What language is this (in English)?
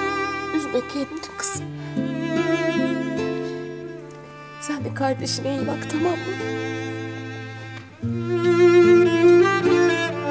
Turkish